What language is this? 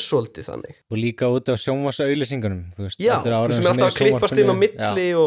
Icelandic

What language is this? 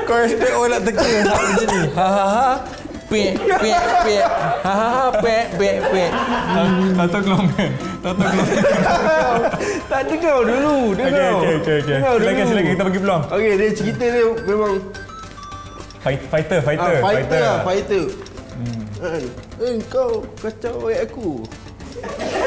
Malay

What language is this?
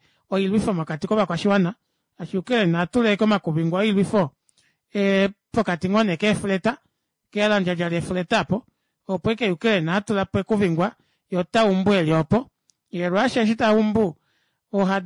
Kuanyama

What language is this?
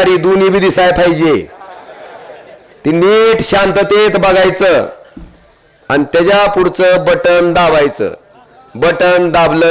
Marathi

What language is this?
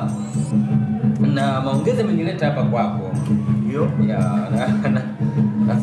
Swahili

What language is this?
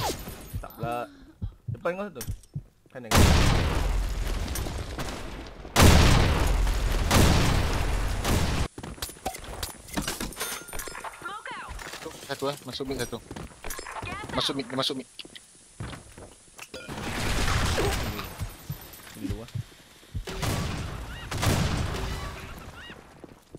Malay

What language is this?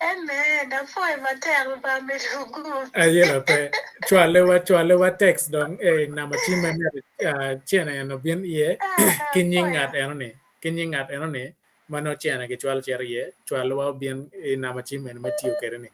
Acoli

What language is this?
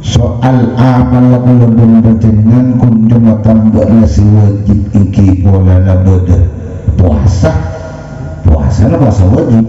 Madurese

